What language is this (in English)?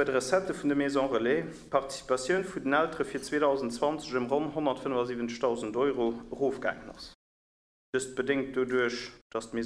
Luxembourgish